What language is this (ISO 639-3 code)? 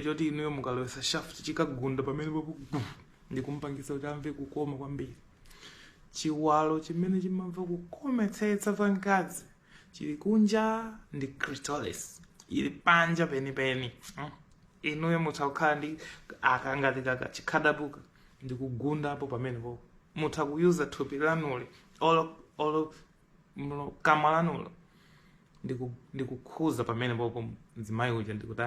nya